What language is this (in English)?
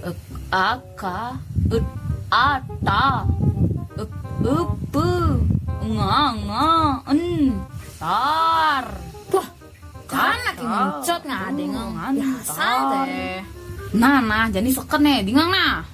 Balinese